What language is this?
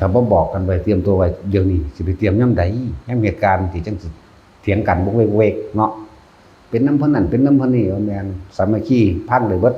Northeastern Thai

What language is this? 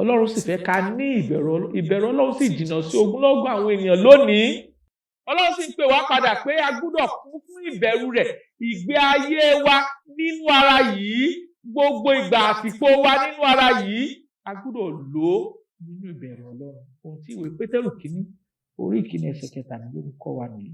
Yoruba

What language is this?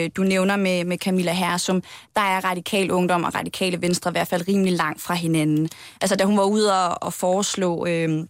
Danish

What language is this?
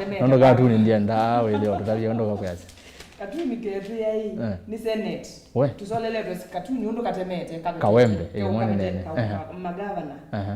Kamba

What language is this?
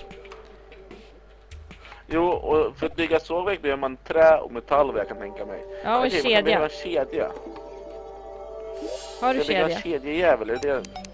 Swedish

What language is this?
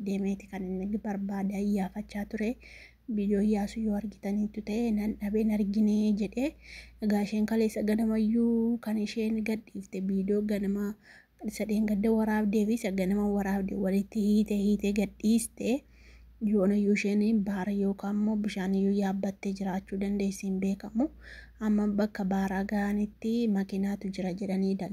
Oromo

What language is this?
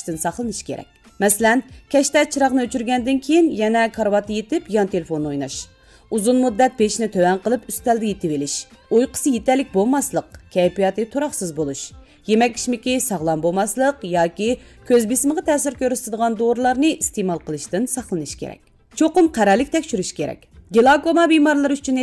Uyghur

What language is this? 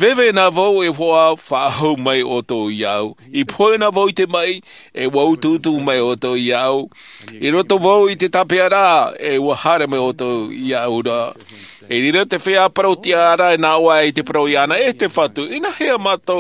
Tahitian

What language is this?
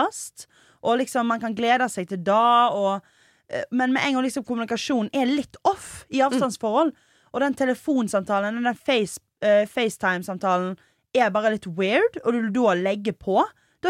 Norwegian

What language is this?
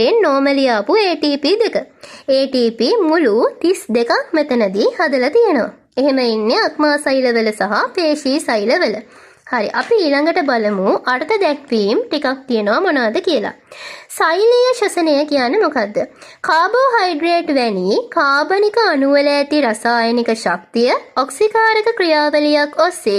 Sinhala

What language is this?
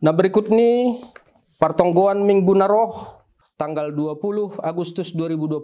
Batak Simalungun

